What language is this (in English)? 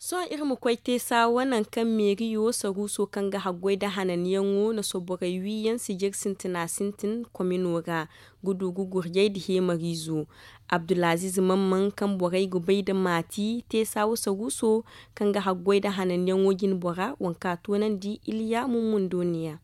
Zarma